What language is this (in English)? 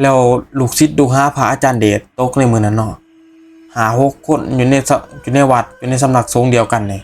Northeastern Thai